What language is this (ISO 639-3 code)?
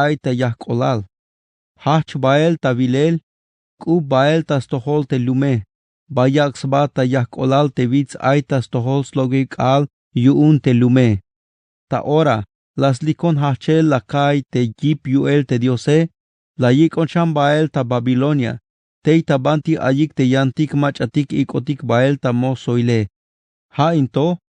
tzh